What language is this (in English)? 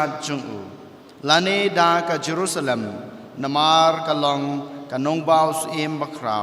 Khasi